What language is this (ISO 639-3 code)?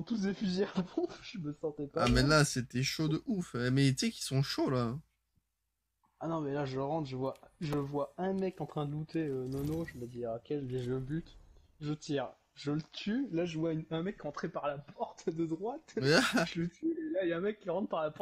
fra